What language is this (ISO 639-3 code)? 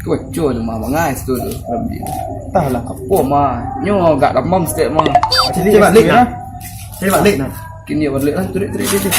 min